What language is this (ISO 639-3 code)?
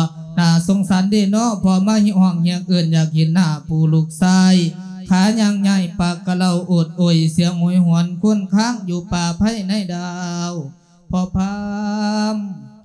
lao